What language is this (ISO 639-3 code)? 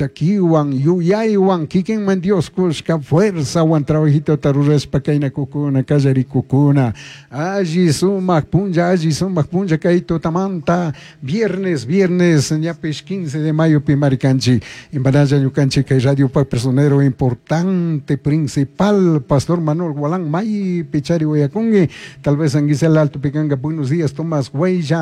qug